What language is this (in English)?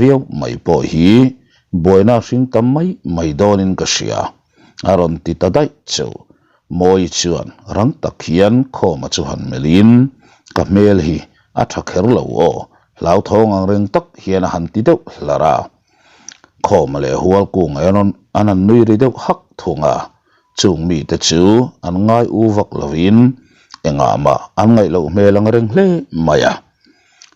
Mizo